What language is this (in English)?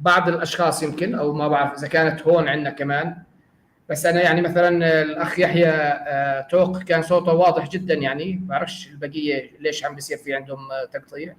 North Levantine Arabic